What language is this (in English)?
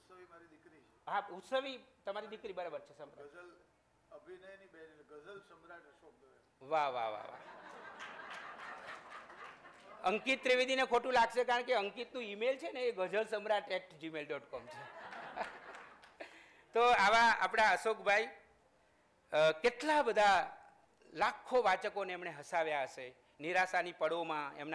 Gujarati